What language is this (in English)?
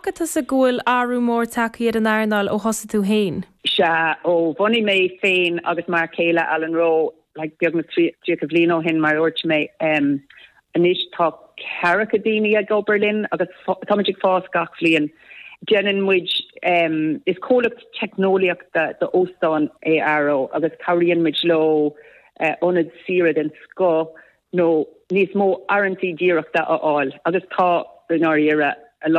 Irish